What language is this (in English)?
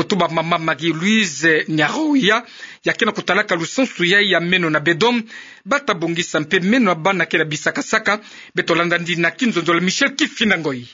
Kituba (Democratic Republic of Congo)